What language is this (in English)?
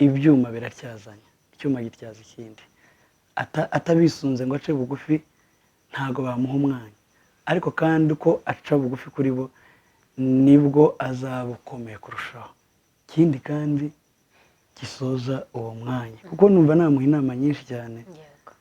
Kinyarwanda